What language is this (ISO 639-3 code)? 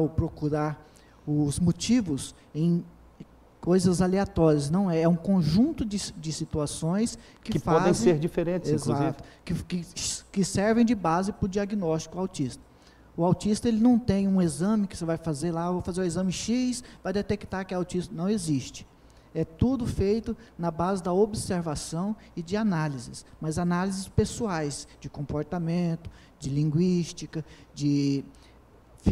por